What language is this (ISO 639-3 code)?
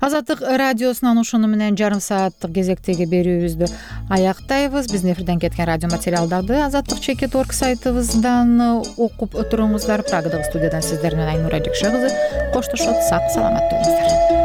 kir